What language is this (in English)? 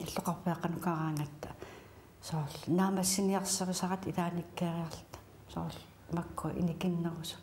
Kalaallisut